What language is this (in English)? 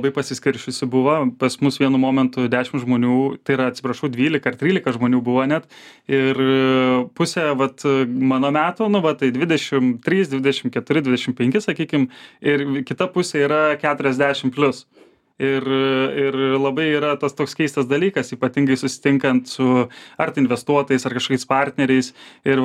Lithuanian